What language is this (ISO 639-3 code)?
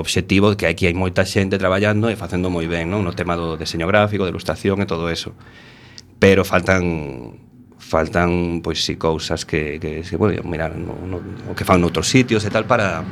glg